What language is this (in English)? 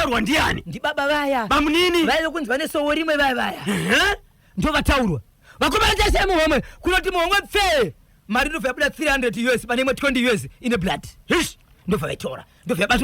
Shona